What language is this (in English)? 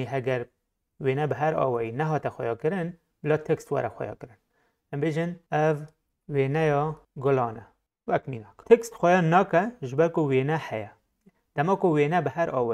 Kurdish